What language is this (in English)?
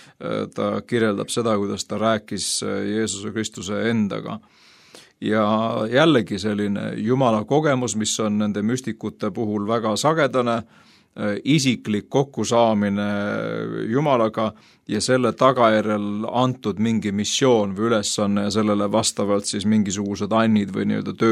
Estonian